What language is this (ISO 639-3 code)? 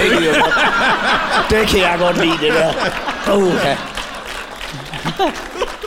dan